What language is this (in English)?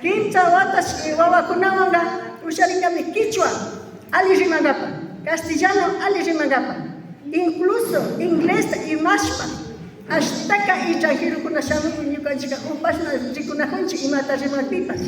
Imbabura Highland Quichua